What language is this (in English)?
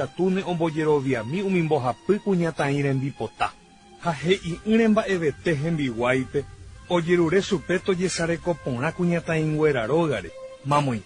Guarani